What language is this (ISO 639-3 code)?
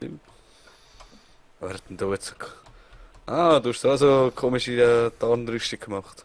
gsw